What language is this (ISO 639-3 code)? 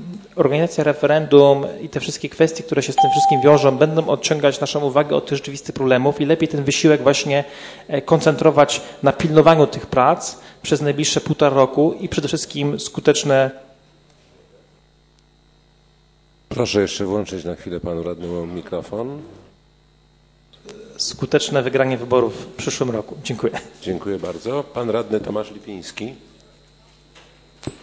pol